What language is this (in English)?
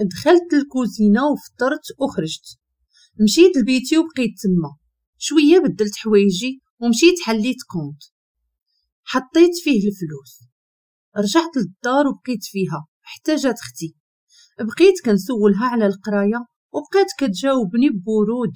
Moroccan Arabic